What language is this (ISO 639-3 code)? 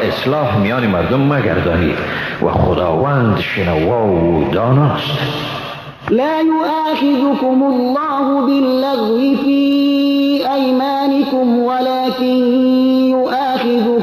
fas